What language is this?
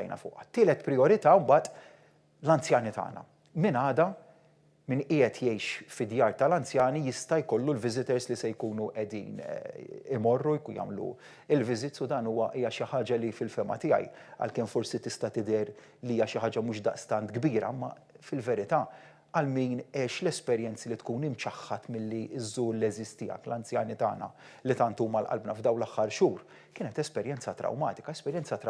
Maltese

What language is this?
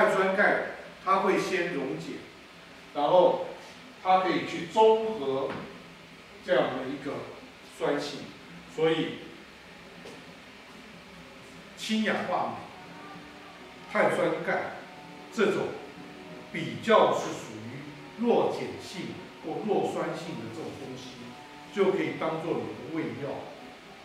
Chinese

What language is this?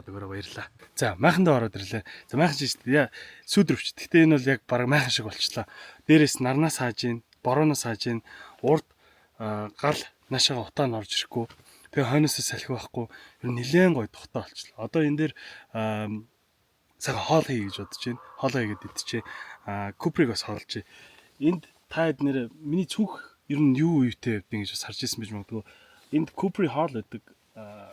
Mongolian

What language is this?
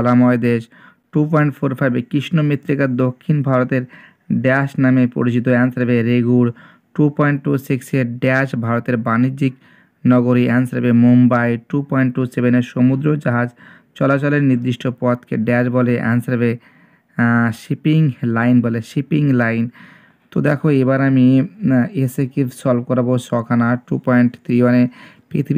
Bangla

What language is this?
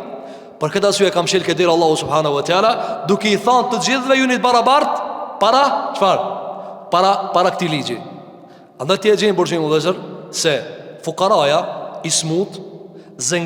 Albanian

